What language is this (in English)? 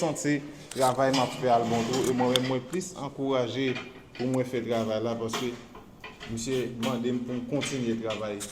Haitian Creole